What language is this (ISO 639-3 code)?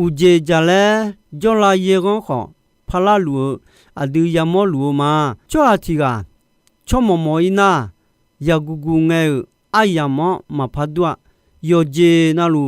ahk